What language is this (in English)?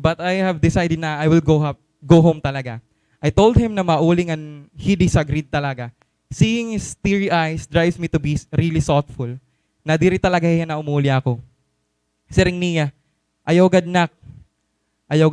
Waray